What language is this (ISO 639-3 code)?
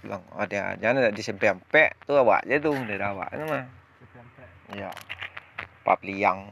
min